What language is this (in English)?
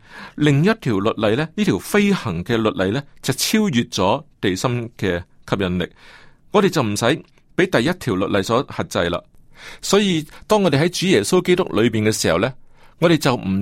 Cantonese